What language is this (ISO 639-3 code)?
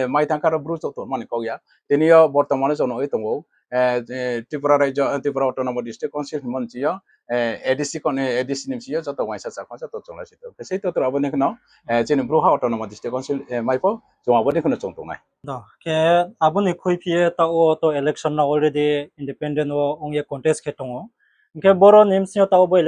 ria